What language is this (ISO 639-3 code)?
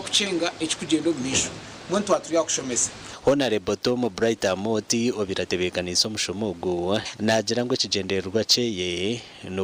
nyn